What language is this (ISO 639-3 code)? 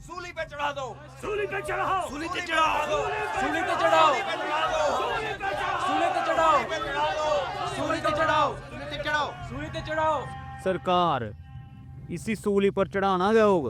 doi